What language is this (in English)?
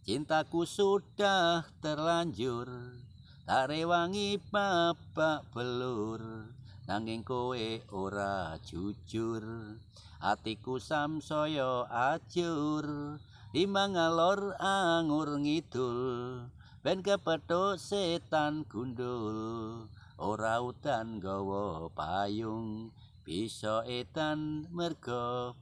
Javanese